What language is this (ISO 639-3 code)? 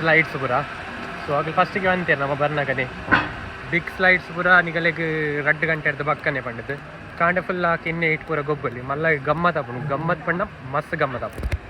tcy